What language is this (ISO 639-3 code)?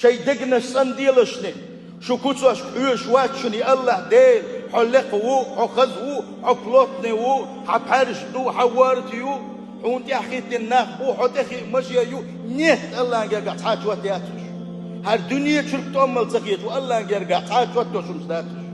che